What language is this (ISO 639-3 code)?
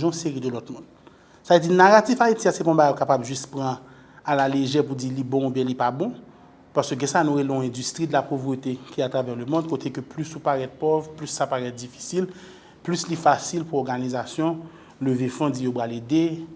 hat